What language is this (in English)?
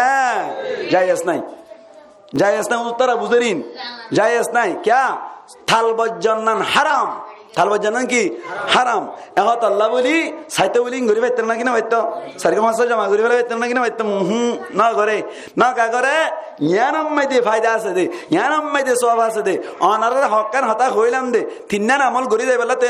Rohingya